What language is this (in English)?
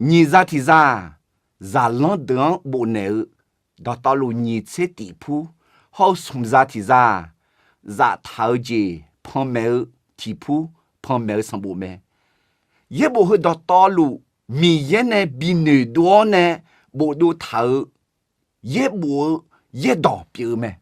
Akha